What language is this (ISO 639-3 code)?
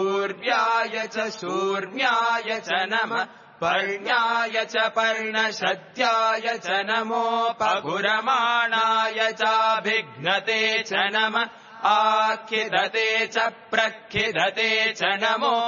san